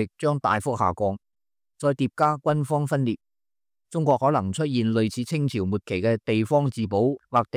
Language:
Cantonese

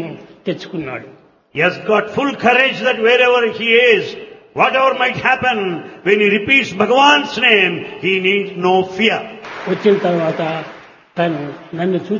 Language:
Telugu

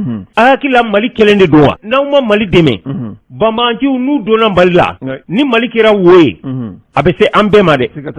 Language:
Bambara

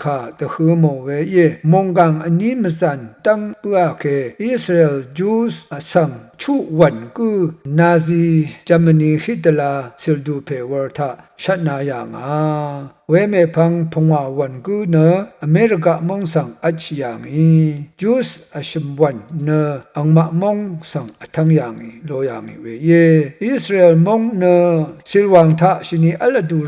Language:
Rawang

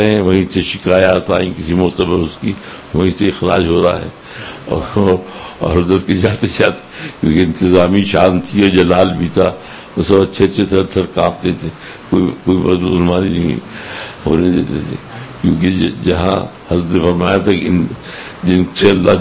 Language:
Urdu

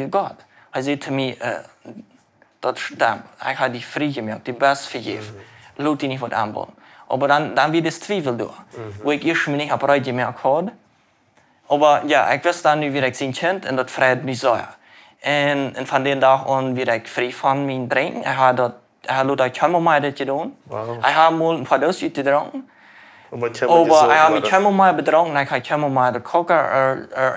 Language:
Plautdietsch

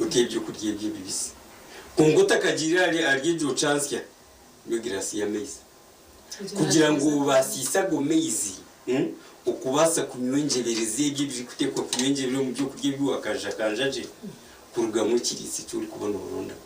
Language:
Nyankole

